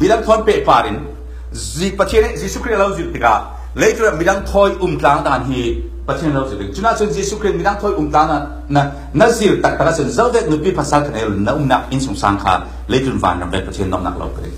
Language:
Falam Chin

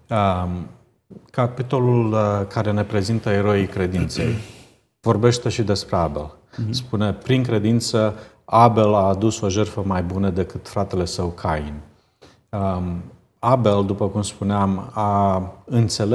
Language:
Romanian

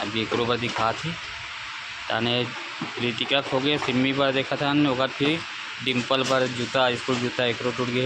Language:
Chhattisgarhi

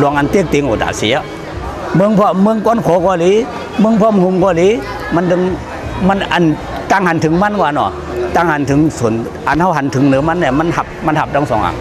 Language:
Shan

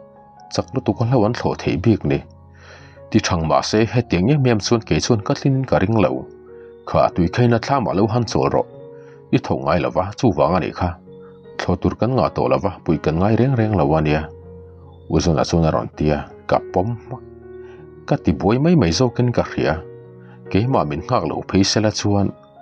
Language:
Mizo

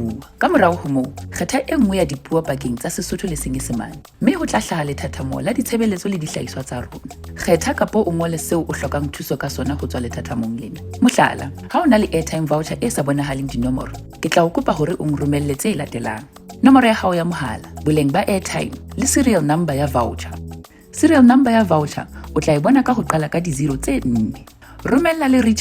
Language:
Southern Sotho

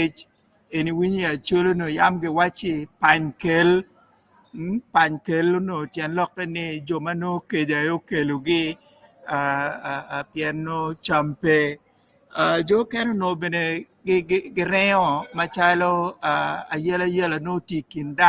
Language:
Acoli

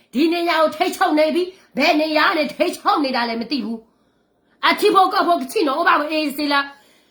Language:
S'gaw Karen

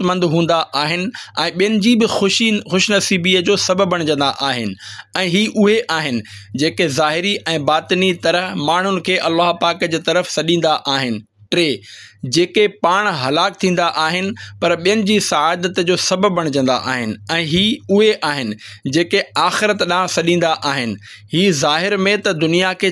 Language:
Sindhi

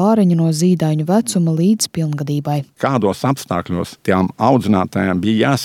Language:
Latvian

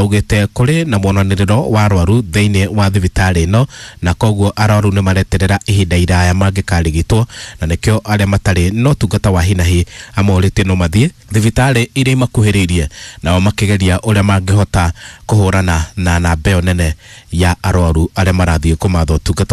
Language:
Kikuyu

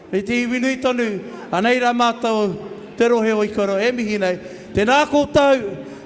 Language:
Māori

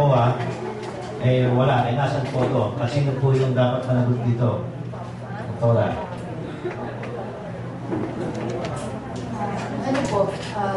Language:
Filipino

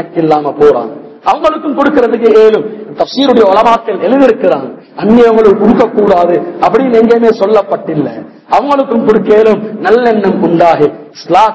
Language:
Tamil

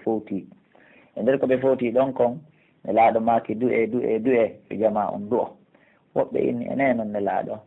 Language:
Pular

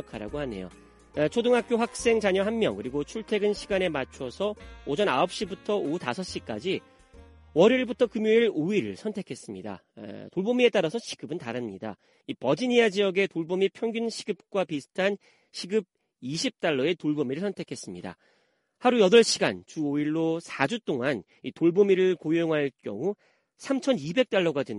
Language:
Korean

